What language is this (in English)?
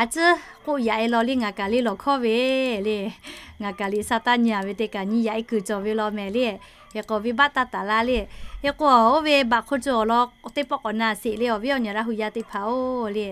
Lahu